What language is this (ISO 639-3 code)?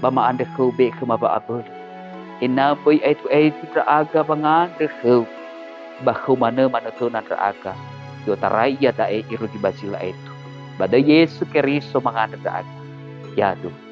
nia